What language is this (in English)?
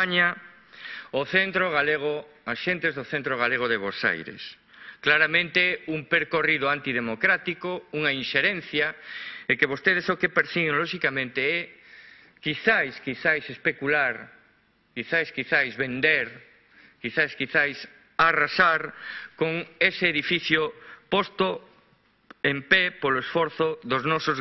Galician